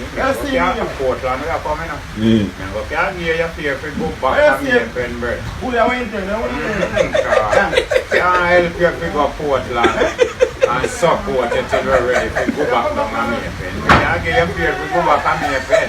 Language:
Jamaican Creole English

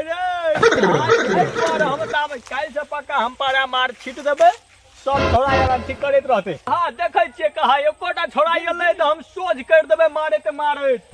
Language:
Maithili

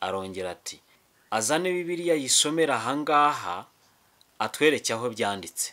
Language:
Kinyarwanda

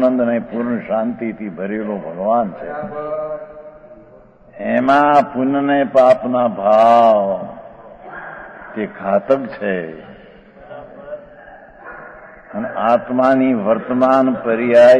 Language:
Gujarati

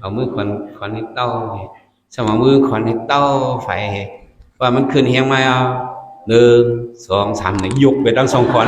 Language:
Shan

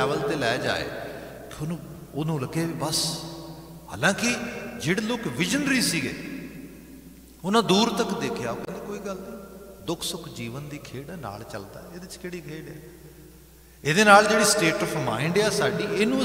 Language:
Punjabi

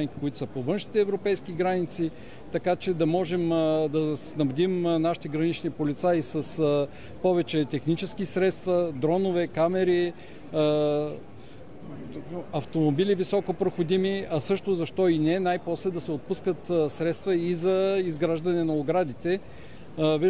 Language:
Bulgarian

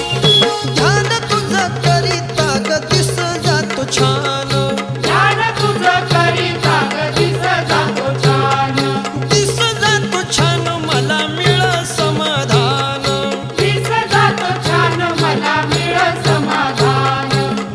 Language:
Marathi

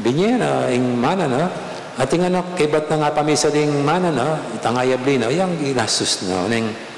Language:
Pampanga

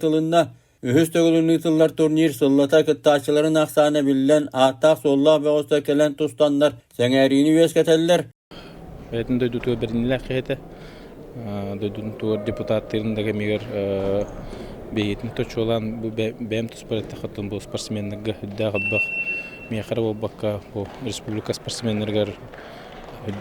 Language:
Yakut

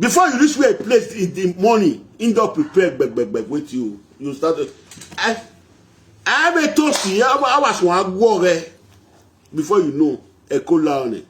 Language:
Nigerian Pidgin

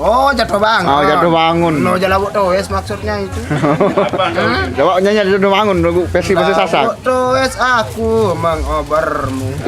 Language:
Sasak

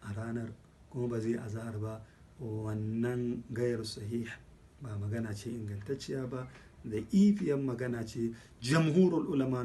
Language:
Hausa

